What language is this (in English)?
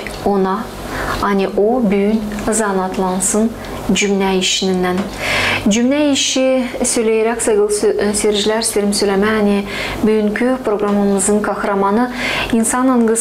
Gagauz